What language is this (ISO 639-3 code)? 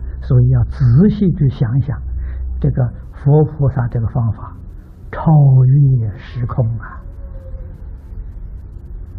zho